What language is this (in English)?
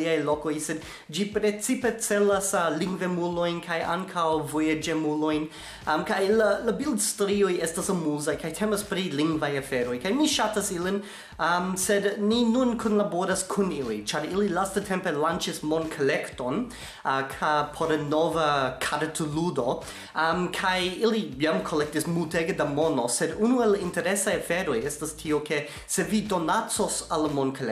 Esperanto